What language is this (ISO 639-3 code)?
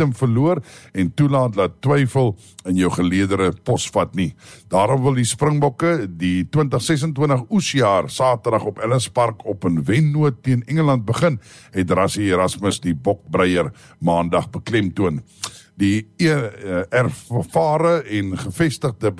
afr